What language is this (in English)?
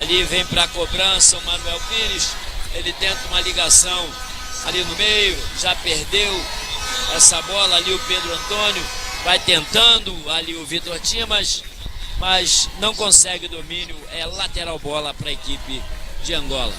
Tetum